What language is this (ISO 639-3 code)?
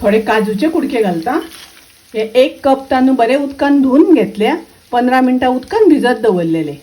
kok